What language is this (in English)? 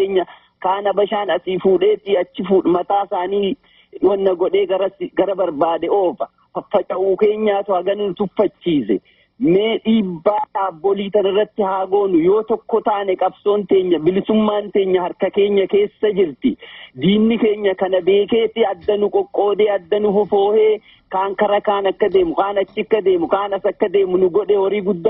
Oromo